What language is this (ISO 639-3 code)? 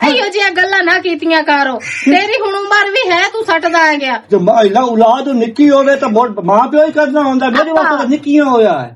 lah